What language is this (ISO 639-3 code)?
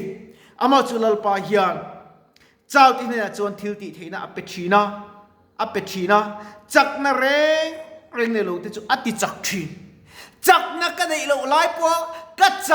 lus